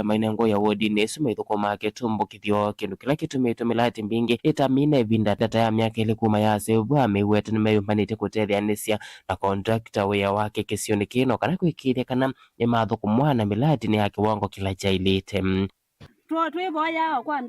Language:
Kamba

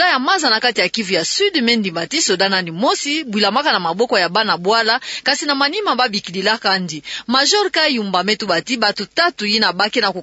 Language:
Kituba (Democratic Republic of Congo)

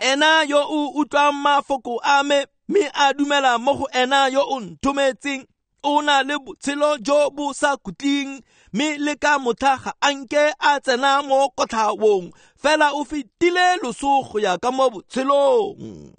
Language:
Tswana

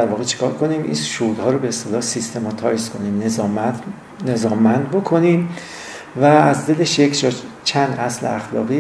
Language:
Persian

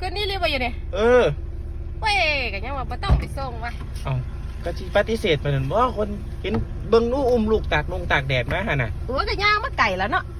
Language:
Lao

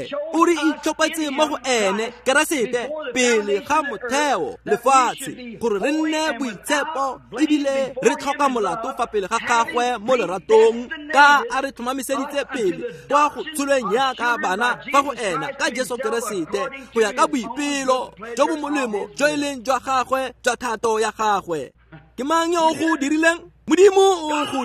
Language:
Tswana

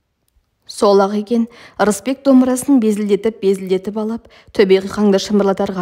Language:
Kazakh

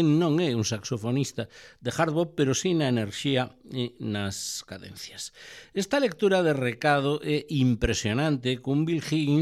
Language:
Galician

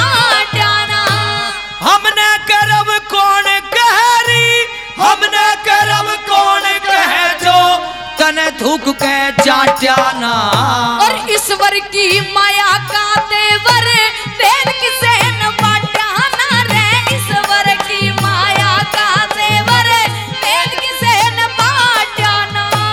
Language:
Haryanvi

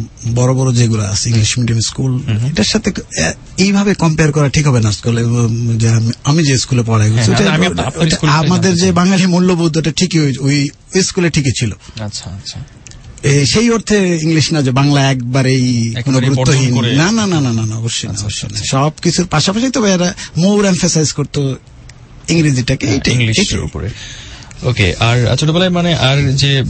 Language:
Bangla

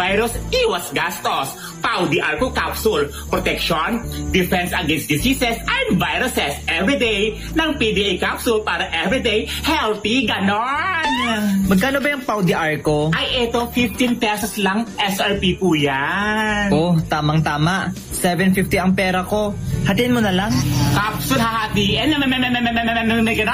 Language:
Filipino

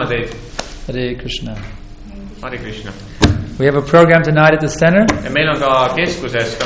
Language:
Estonian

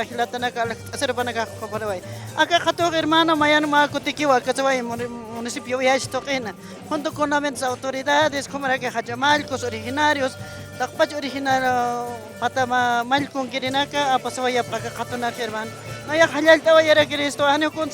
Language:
Aymara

